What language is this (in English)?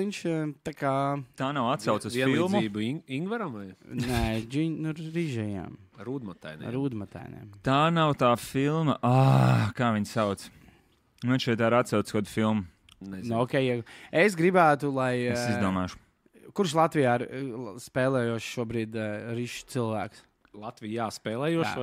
Latvian